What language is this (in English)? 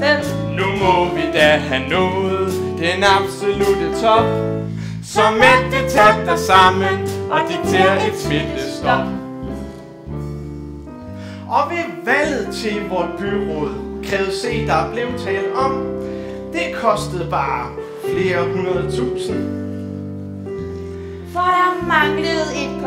Danish